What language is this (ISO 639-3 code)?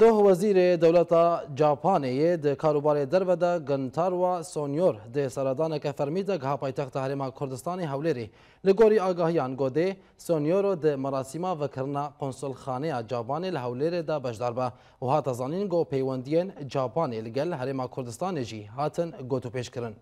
kur